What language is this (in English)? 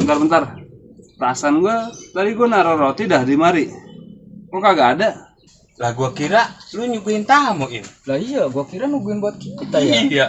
Betawi